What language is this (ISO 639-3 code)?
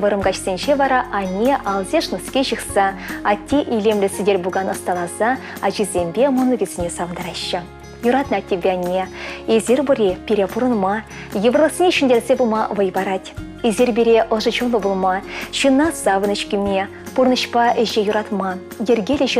chv